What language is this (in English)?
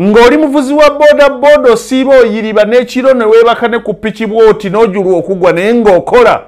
Ganda